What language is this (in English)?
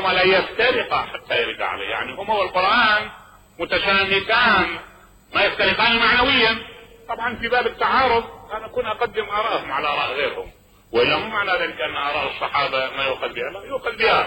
Mesopotamian Arabic